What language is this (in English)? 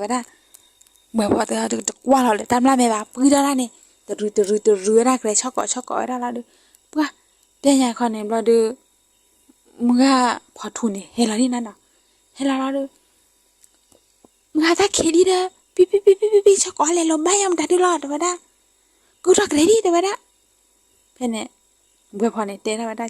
S'gaw Karen